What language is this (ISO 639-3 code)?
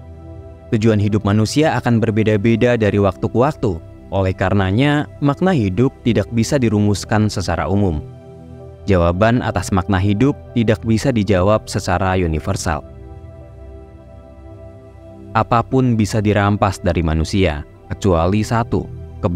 ind